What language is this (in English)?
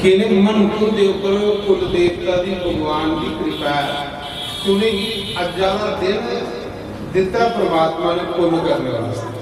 Dogri